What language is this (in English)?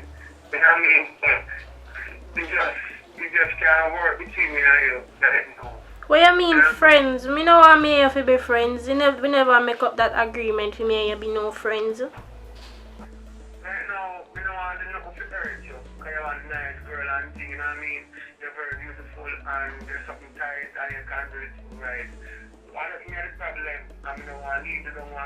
Jamaican Creole English